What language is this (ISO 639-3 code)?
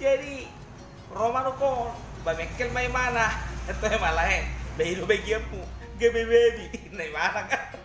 bbc